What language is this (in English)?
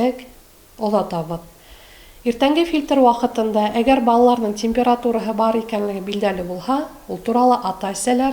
Bashkir